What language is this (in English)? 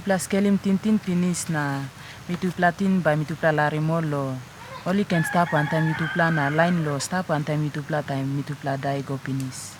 Tok Pisin